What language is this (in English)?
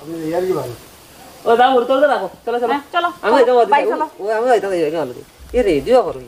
Sylheti